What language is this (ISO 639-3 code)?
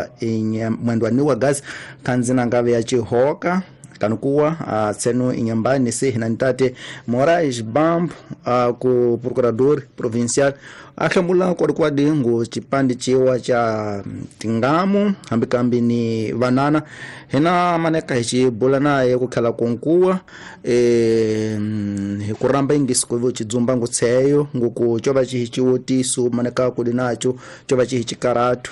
tso